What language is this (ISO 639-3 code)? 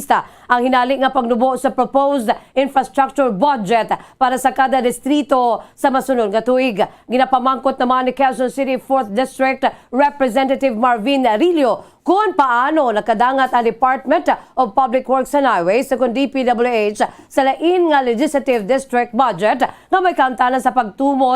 hil